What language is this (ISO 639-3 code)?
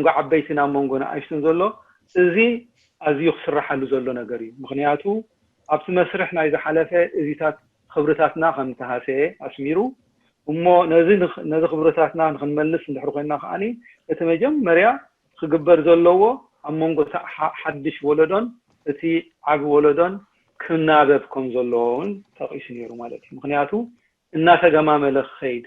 tir